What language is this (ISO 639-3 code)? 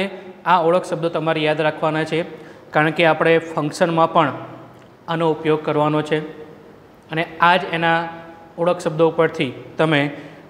guj